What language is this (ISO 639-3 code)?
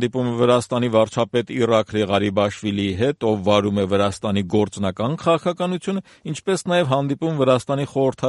hye